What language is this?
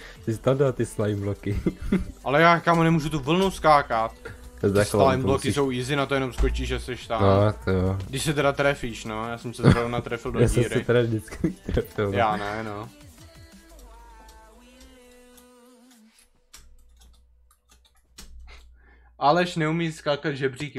Czech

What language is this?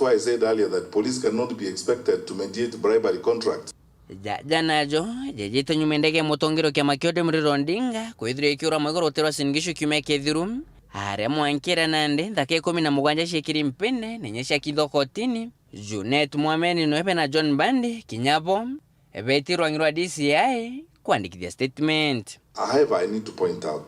Meru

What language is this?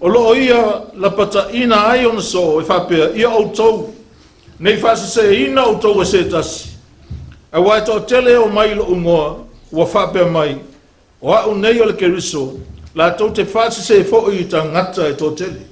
Samoan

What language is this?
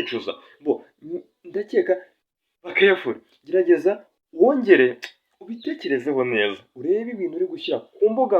Kinyarwanda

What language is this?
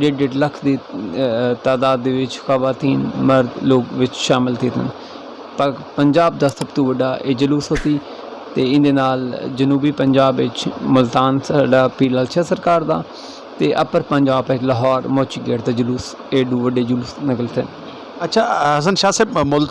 Saraiki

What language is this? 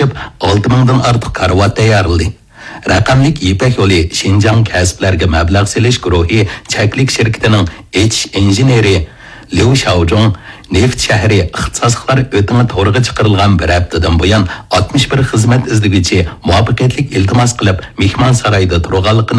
Uyghur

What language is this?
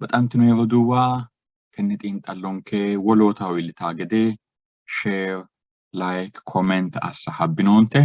Sidamo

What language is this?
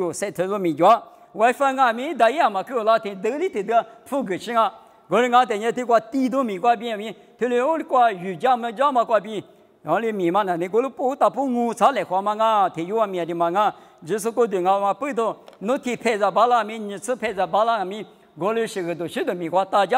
Lisu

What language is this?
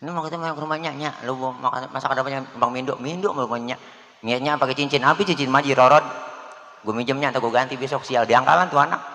Betawi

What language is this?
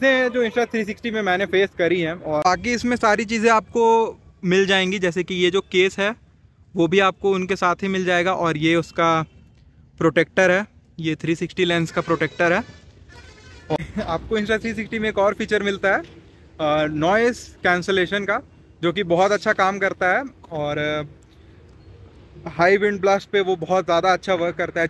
Hindi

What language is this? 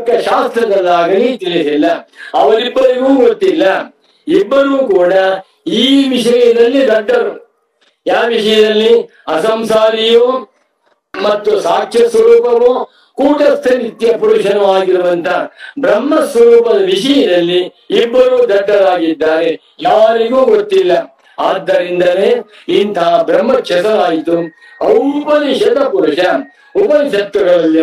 Kannada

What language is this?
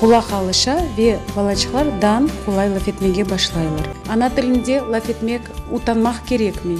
Crimean Tatar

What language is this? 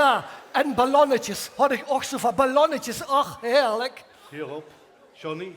Limburgish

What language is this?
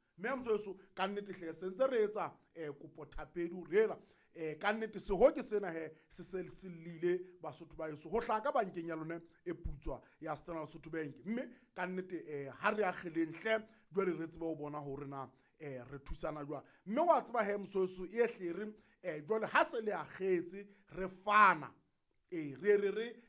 Southern Sotho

